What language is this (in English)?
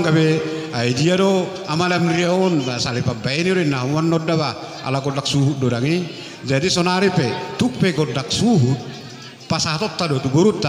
Batak Toba